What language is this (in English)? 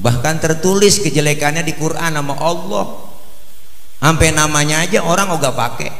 Betawi